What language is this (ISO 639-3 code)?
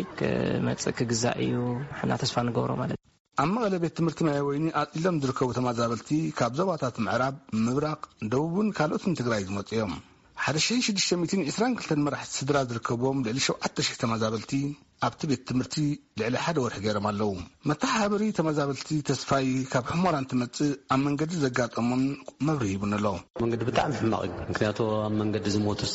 tir